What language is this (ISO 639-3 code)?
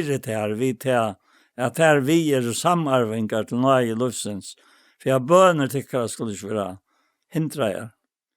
fao